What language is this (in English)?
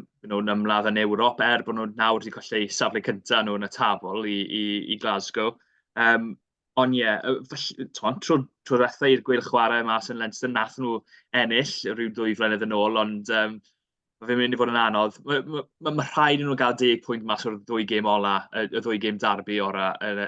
Welsh